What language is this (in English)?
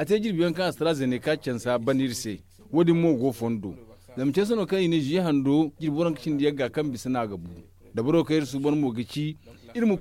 Zarma